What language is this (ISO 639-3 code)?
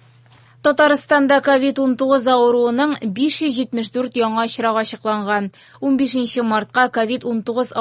tat